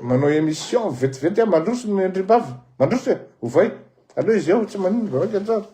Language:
Malagasy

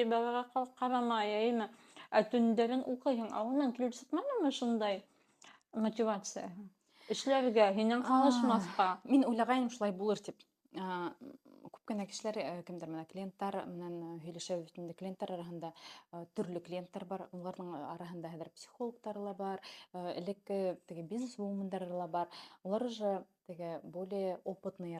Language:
Bashkir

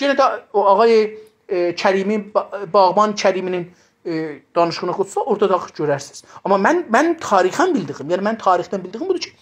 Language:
South Azerbaijani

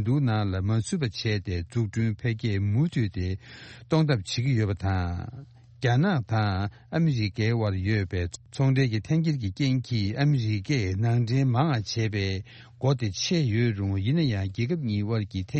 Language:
Tibetan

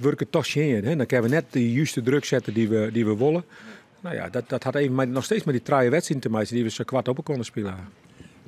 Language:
Western Frisian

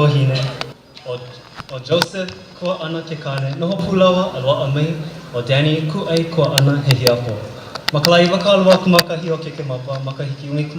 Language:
Hawaiian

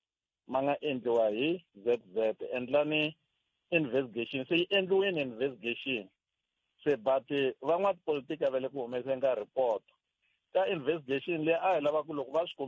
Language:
Tsonga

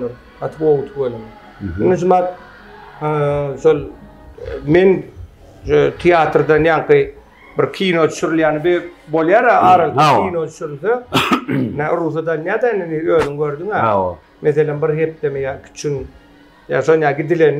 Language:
Turkmen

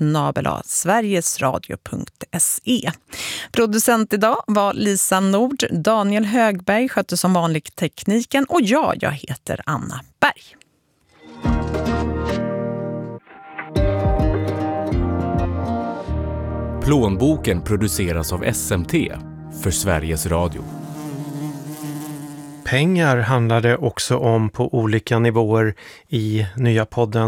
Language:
Swedish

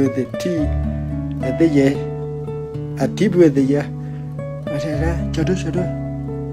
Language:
S'gaw Karen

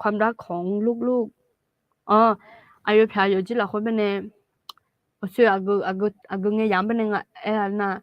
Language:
Akha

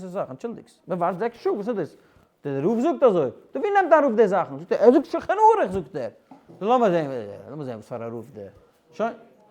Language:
Yiddish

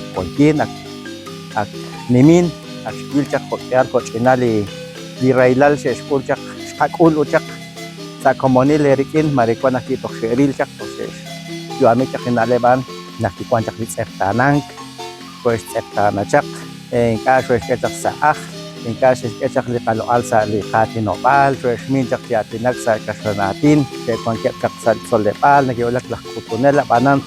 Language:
Kekchí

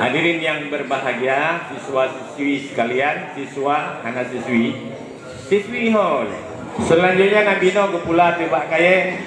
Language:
Achinese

